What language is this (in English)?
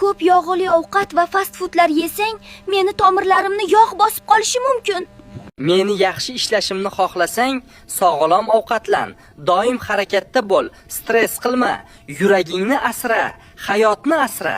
Uzbek